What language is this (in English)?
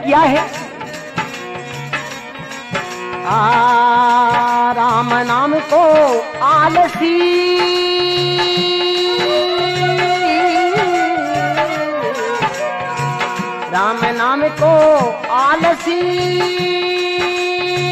Hindi